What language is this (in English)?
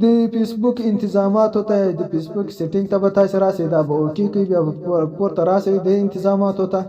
Pashto